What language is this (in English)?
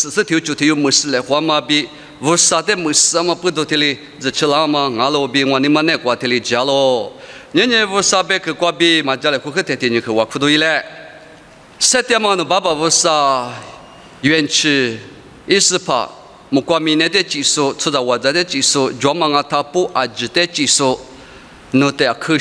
Lisu